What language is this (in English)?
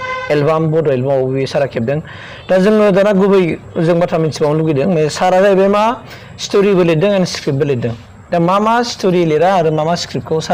Bodo